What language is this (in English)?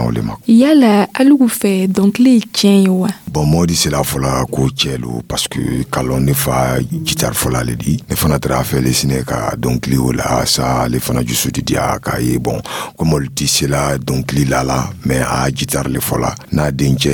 Dyula